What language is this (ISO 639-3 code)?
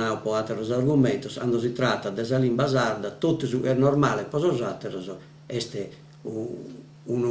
srd